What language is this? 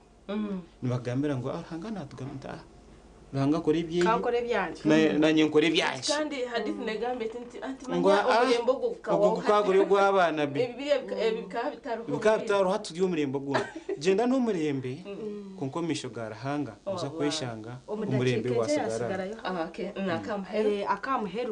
Nyankole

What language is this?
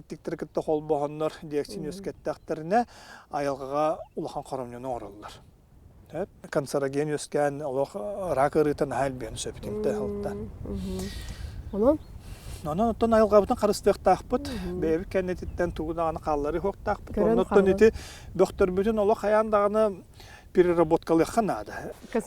Yakut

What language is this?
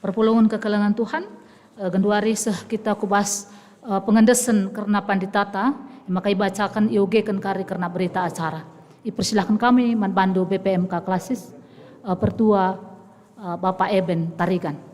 Batak Karo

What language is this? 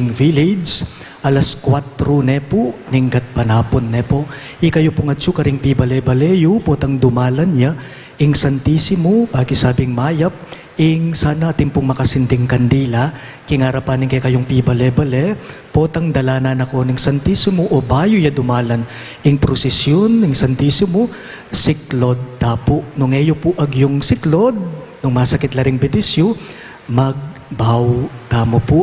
Pampanga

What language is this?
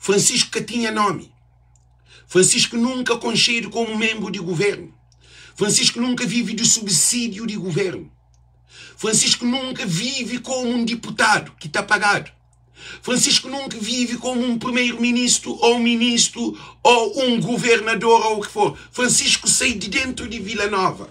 Kabuverdianu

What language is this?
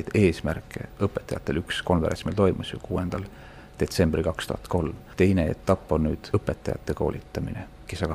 Estonian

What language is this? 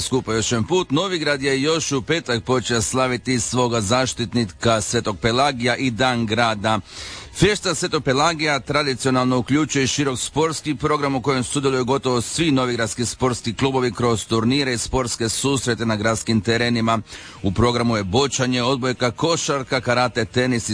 Croatian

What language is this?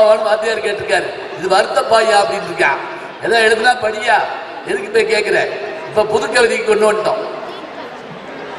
Tamil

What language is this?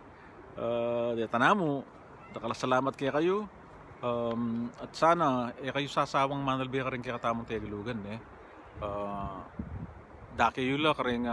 Pampanga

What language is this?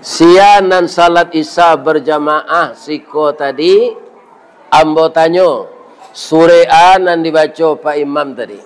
Minangkabau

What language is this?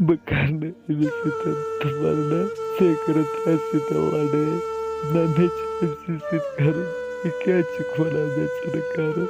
Kashmiri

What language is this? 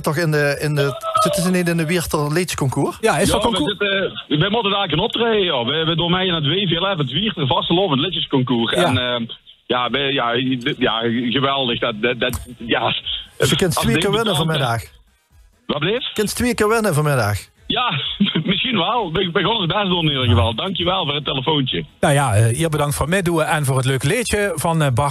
Limburgish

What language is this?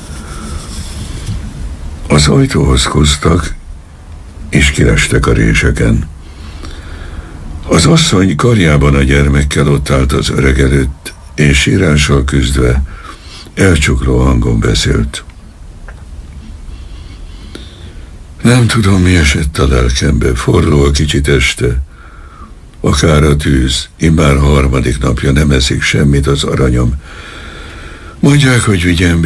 Hungarian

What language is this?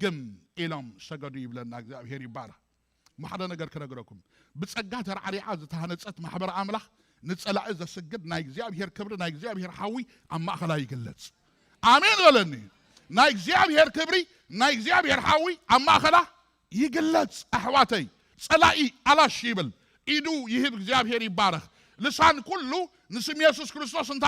Tigrinya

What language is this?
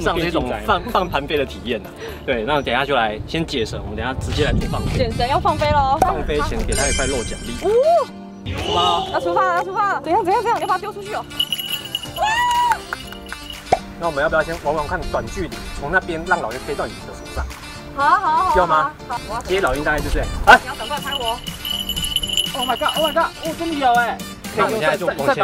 Chinese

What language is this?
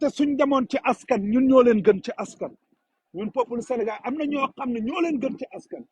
Wolof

